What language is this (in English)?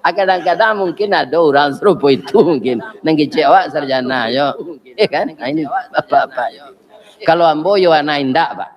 Minangkabau